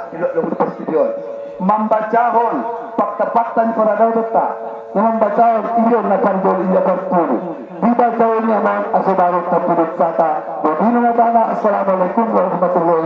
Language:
Batak Angkola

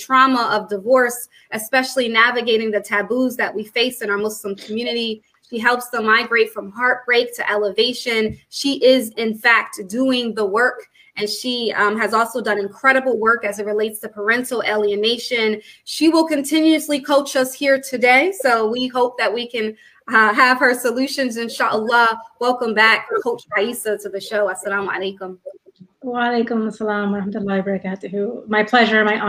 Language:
English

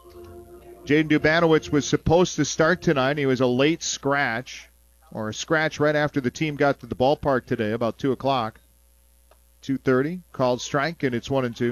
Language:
English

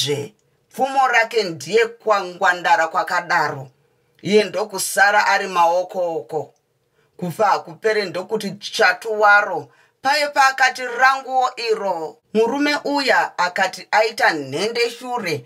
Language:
Shona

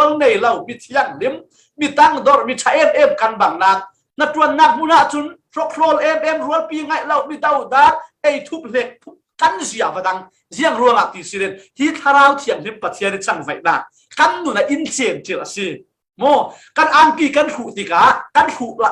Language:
Falam Chin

